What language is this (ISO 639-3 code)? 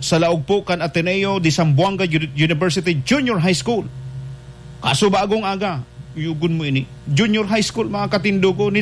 bik